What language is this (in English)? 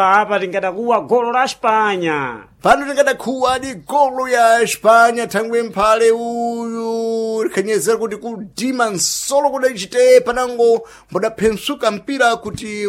Sena